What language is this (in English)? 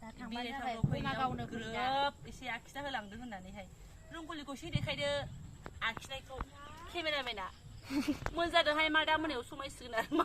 Bodo